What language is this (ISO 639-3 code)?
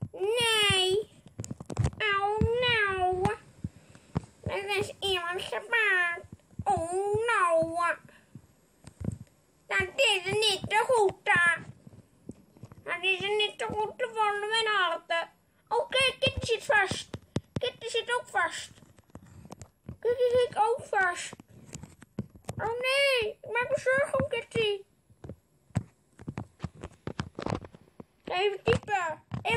nld